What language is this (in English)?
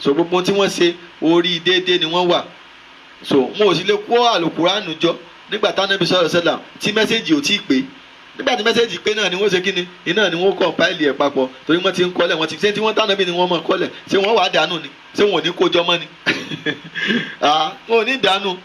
Yoruba